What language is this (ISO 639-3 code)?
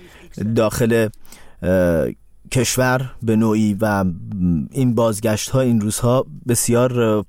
fas